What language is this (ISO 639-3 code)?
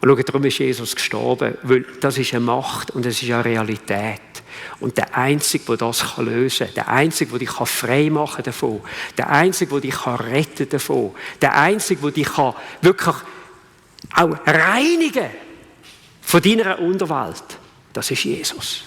gsw